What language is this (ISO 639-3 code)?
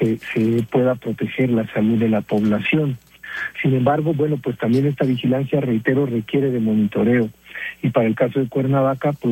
spa